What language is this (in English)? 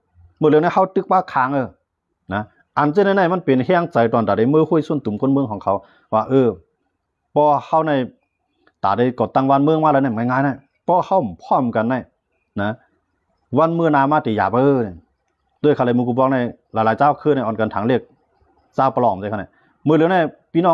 Shan